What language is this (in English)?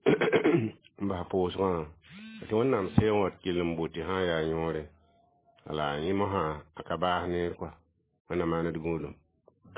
Mossi